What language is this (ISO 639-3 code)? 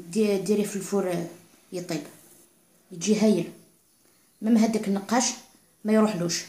arq